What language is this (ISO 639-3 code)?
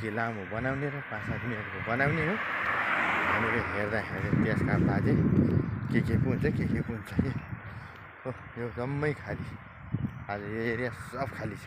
nep